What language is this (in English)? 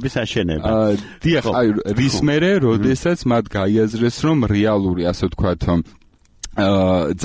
Georgian